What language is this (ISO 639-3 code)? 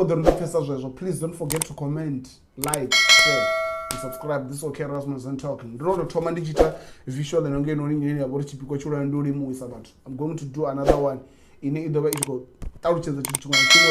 ven